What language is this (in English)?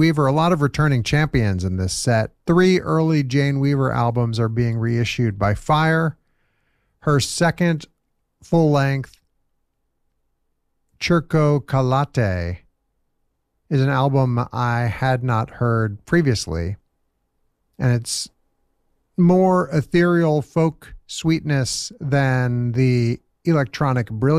English